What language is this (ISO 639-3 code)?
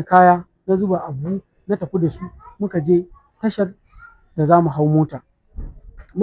hau